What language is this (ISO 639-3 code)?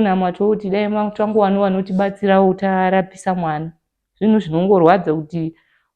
sna